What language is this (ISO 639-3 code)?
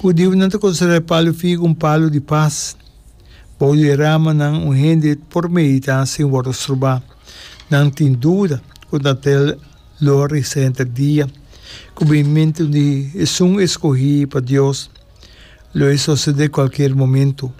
pap